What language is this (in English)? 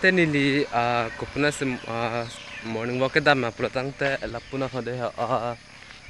Karbi